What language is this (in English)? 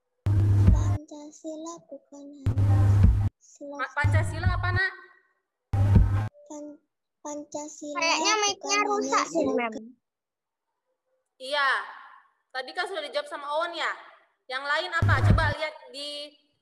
Indonesian